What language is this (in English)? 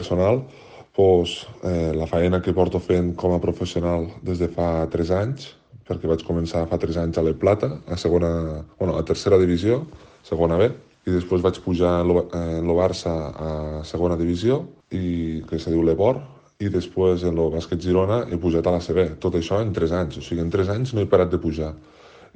Catalan